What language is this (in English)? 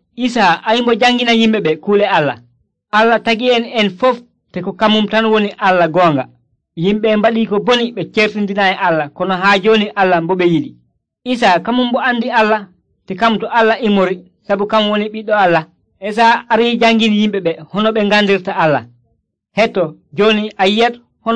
Nigerian Fulfulde